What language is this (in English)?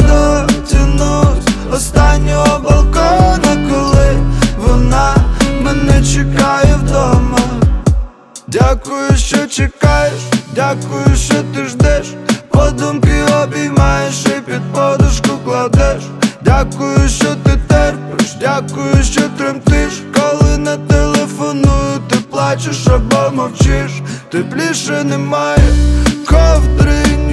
Ukrainian